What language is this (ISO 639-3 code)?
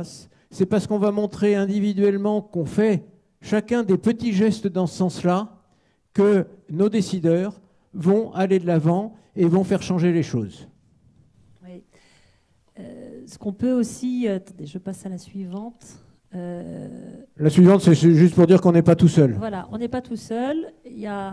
fra